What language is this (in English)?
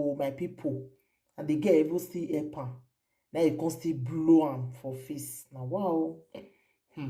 Nigerian Pidgin